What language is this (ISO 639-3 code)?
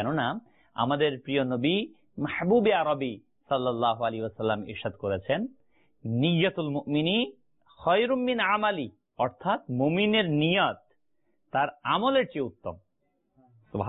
ben